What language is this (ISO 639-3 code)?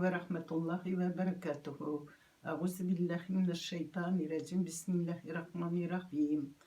tat